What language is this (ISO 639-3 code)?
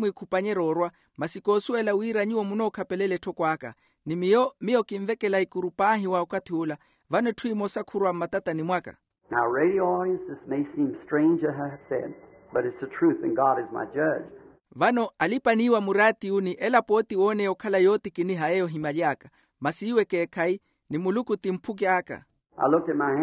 vmw